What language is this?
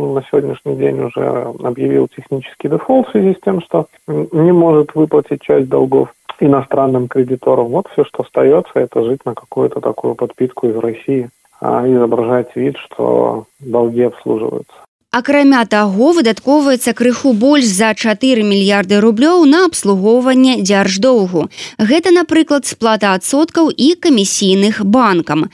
Belarusian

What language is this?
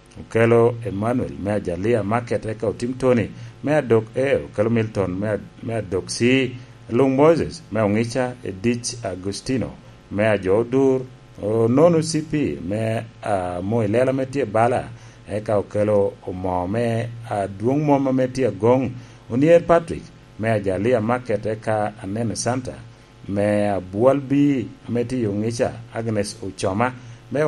Lango (Uganda)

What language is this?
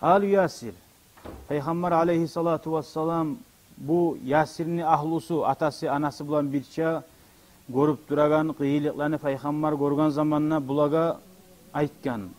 Kumyk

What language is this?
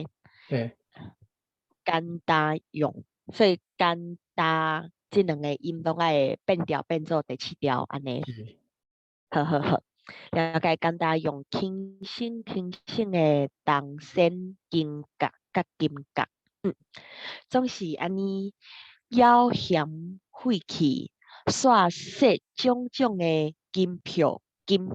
Min Nan Chinese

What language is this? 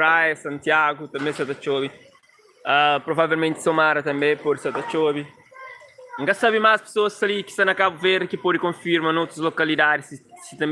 Kabuverdianu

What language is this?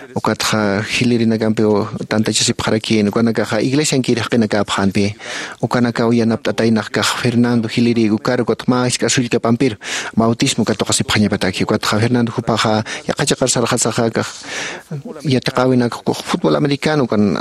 Aymara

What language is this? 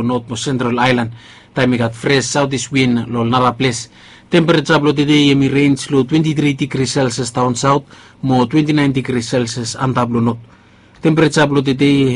Bislama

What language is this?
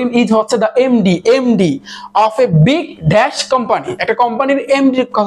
Bangla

